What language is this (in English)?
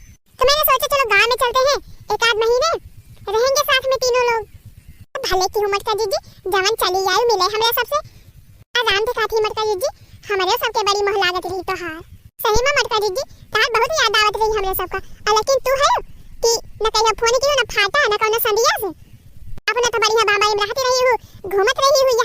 Awadhi